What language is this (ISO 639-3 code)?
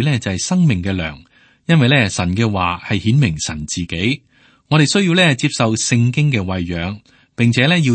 yue